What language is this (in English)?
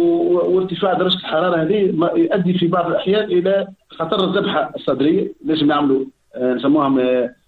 Tunisian Arabic